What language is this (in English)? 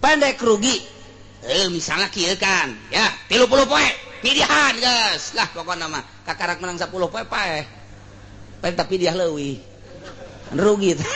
Sundanese